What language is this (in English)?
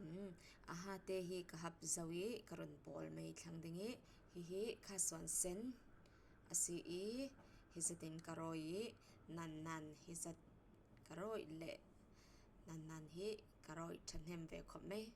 Falam Chin